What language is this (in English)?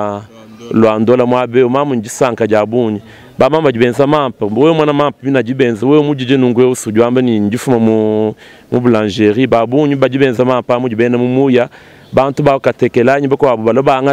Luba-Lulua